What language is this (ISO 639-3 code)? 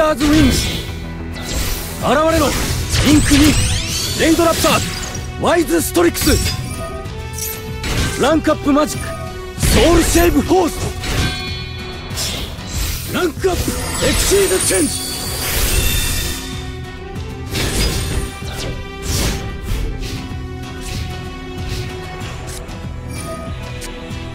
jpn